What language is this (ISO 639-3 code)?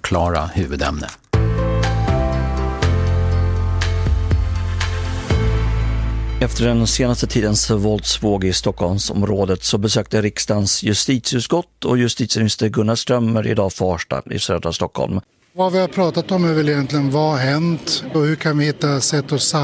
swe